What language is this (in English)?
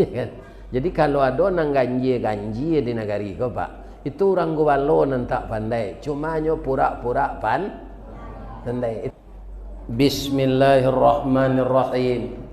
Minangkabau